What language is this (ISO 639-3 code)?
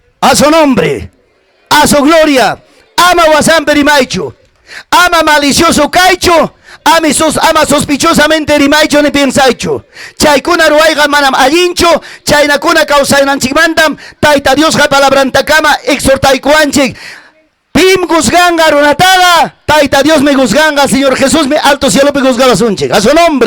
quy